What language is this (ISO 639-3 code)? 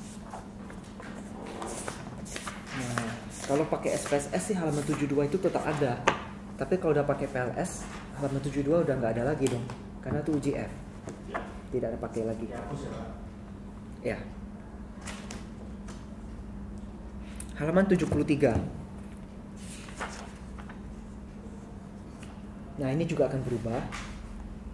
ind